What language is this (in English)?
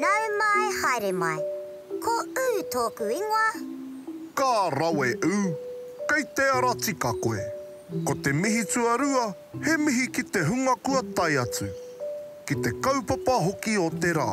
Māori